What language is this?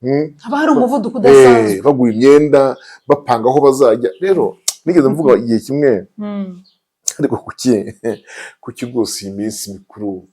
Kinyarwanda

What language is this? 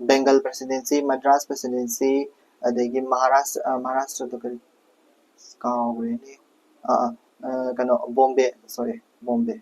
Manipuri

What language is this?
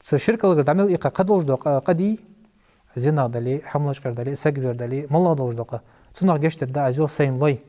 Ingush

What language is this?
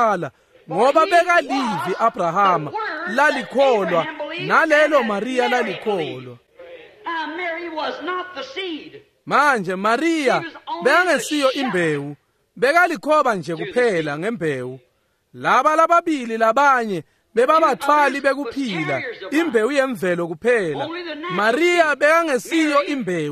Swati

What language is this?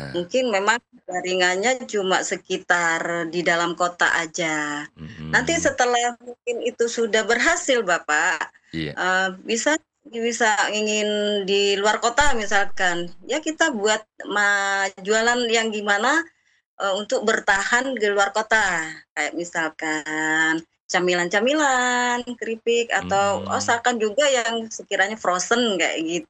Indonesian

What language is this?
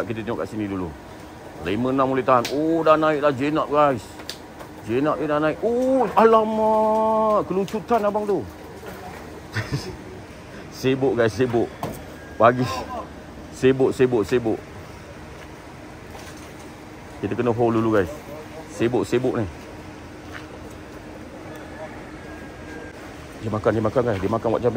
Malay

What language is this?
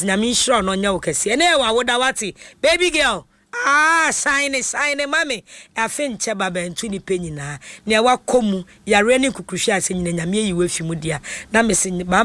Akan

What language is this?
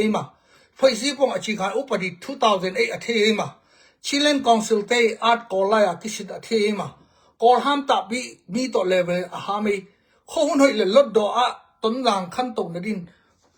Tedim Chin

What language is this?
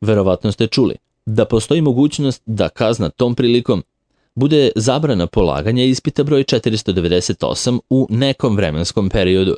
Serbian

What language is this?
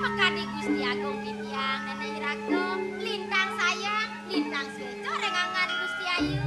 Balinese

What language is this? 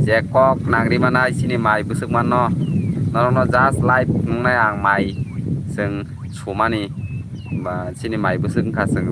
Kok Borok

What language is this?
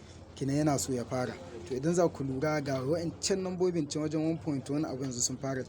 Hausa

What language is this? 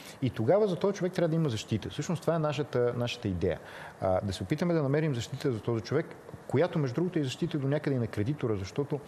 Bulgarian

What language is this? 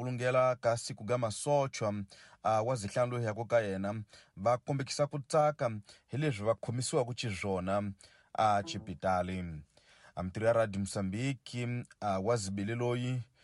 Tsonga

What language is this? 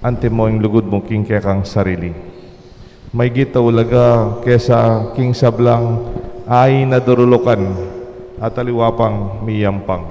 Pampanga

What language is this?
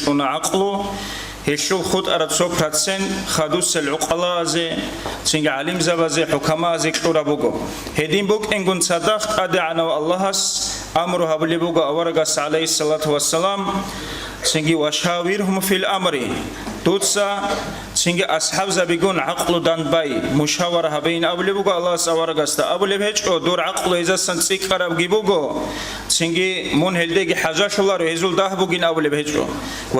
Avaric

